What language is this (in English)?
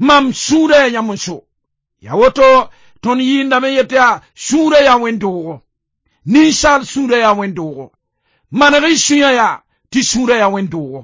Mossi